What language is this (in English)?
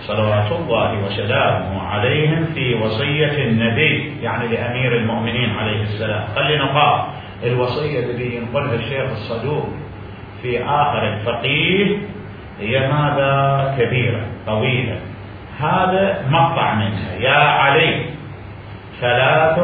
Mesopotamian Arabic